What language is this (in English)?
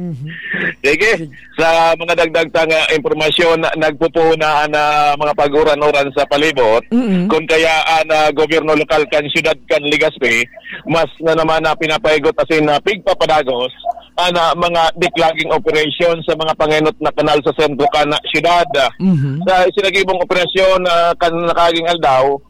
Bikol